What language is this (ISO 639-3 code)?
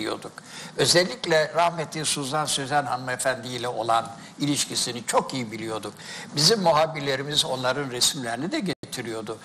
tur